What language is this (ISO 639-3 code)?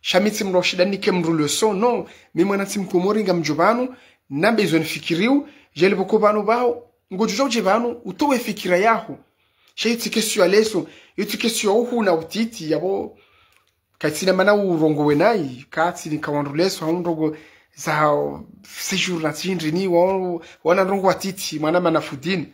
zdj